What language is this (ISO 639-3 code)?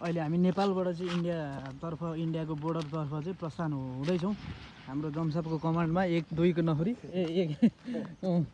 nep